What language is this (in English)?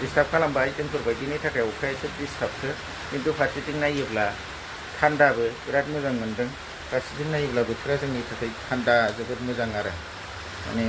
Bodo